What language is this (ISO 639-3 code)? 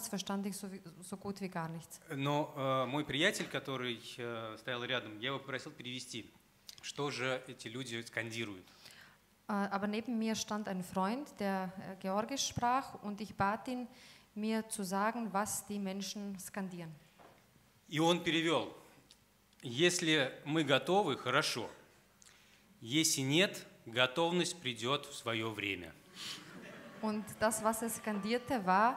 deu